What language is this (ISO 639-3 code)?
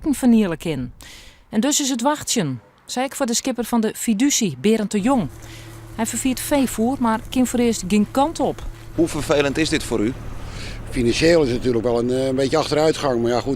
fry